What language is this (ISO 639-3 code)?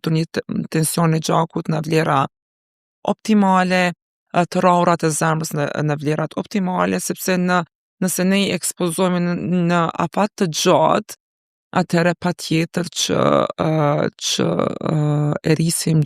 sqi